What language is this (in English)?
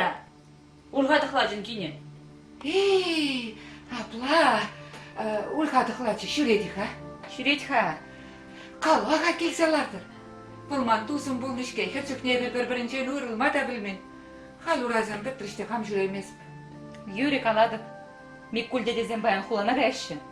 Chuvash